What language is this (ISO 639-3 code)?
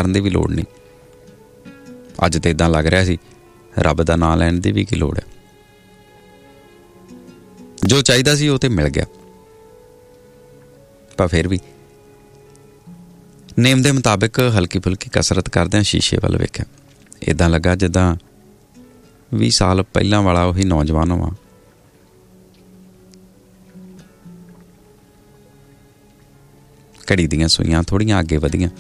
pan